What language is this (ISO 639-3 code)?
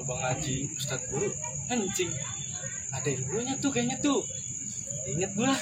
bew